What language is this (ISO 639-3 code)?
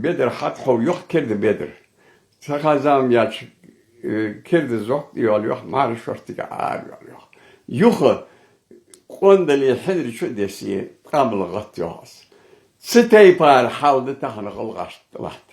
inh